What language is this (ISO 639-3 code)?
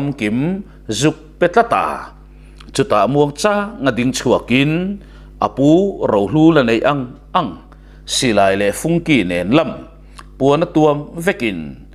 lus